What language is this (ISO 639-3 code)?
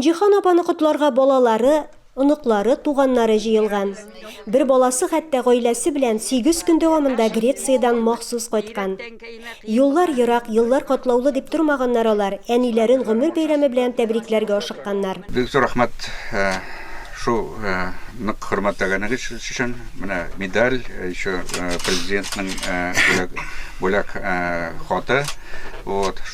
tat